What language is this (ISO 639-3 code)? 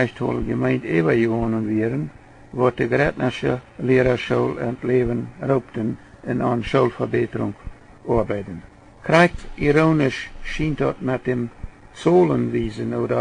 pdt